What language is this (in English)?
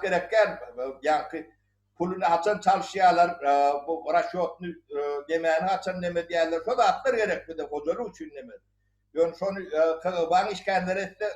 Turkmen